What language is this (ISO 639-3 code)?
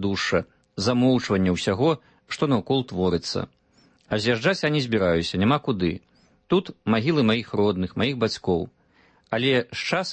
bel